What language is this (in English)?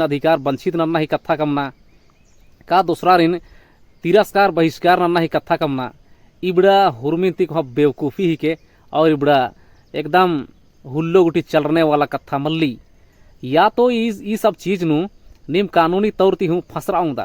Kurukh